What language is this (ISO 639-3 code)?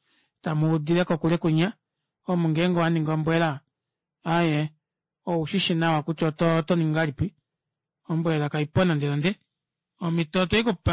kua